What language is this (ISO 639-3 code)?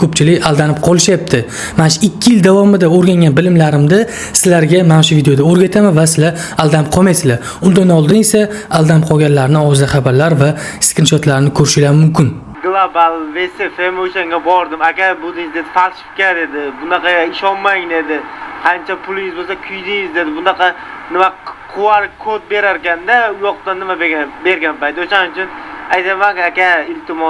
uzb